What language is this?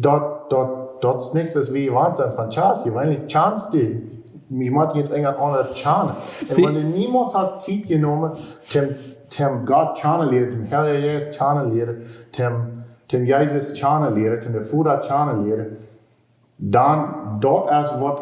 Plautdietsch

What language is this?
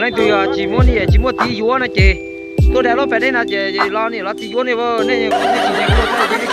Hmong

